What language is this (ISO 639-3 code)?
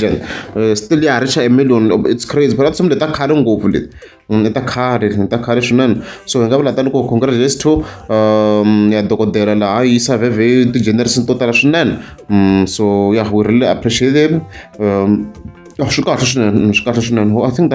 tso